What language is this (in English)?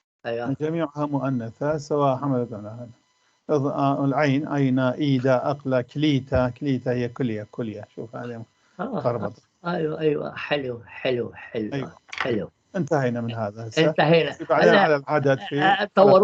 North Levantine Arabic